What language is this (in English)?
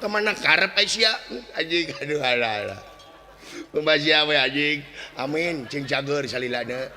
Sundanese